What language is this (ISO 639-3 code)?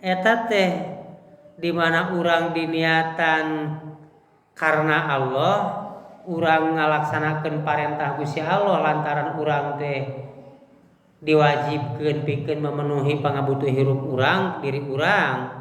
sun